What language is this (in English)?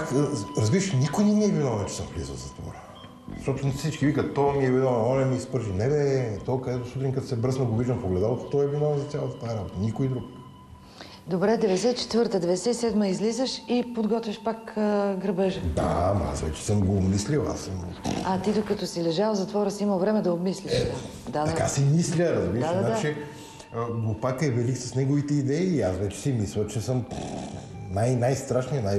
Bulgarian